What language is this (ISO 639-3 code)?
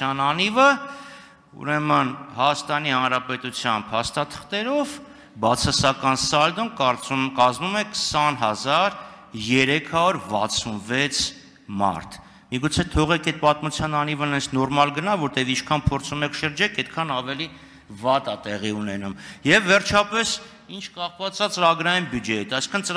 hye